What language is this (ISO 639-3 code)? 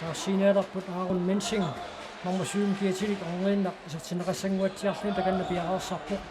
kal